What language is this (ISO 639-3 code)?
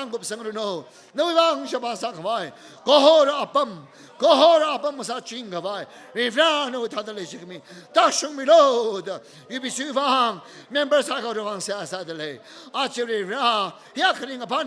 nmf